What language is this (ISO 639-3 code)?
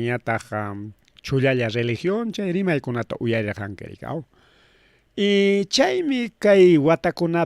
quy